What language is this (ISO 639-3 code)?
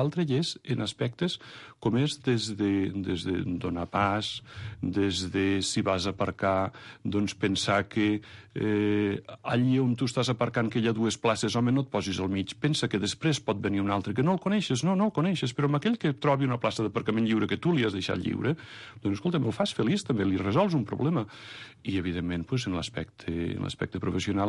cat